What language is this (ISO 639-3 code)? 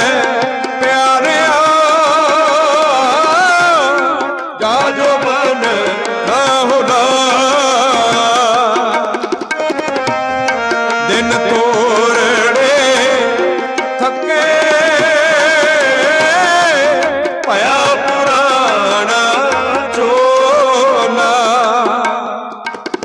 pan